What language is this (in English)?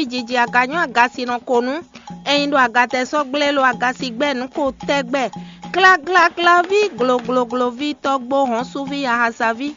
Fon